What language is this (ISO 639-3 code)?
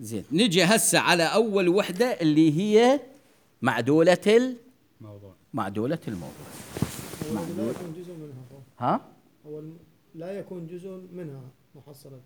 acm